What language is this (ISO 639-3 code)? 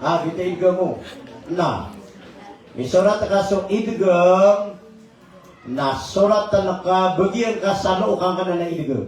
mrw